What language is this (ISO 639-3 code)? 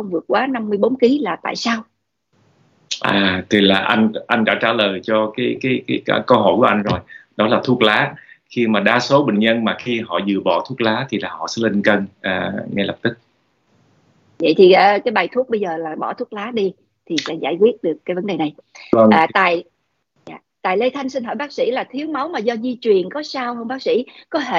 vie